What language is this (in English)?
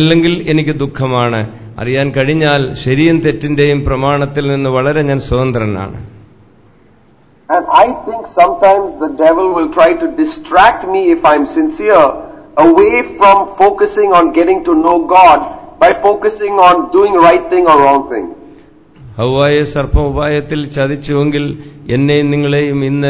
Malayalam